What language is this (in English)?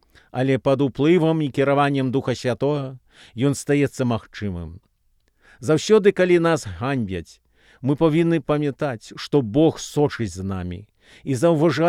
Belarusian